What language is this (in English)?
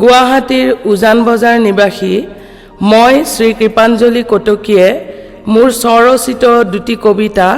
Assamese